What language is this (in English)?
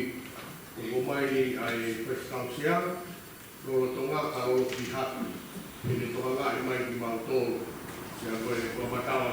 Tongan